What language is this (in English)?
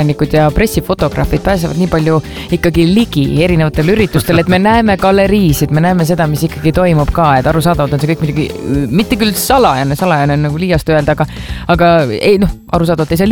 Estonian